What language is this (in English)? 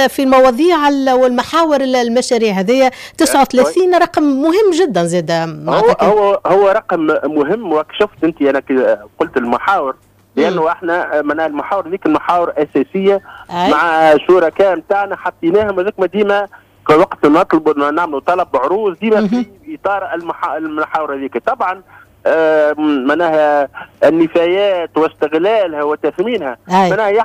Tunisian Arabic